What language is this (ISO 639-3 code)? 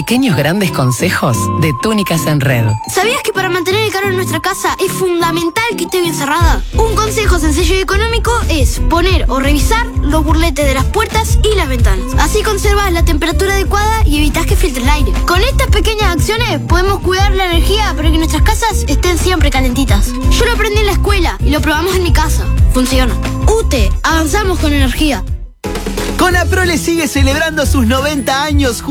spa